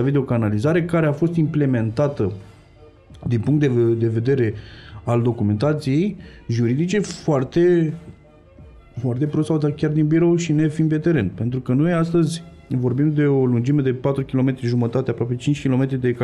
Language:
Romanian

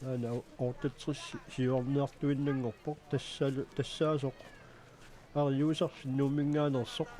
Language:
Kalaallisut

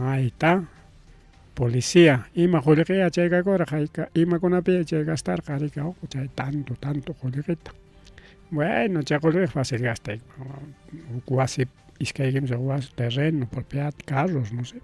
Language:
Ayacucho Quechua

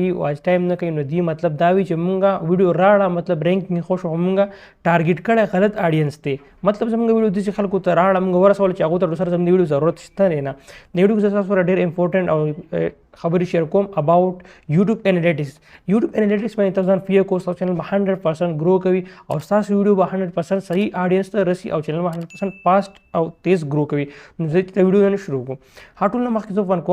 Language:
Pashto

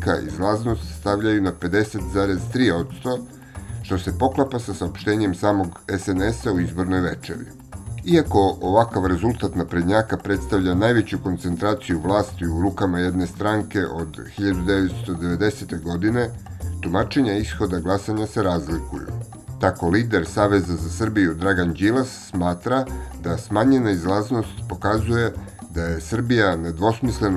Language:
Serbian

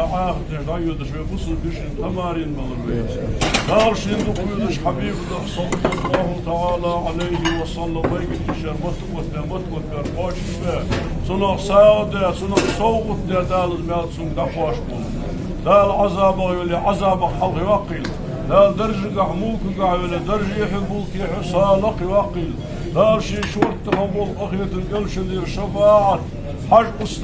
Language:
Ingush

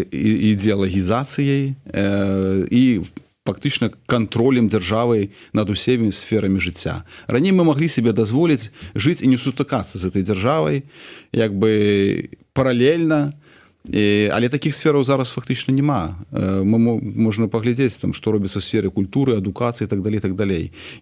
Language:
Belarusian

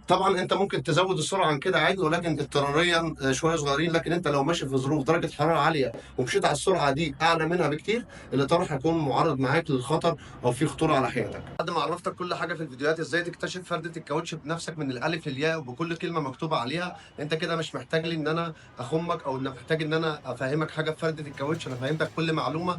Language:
Egyptian Arabic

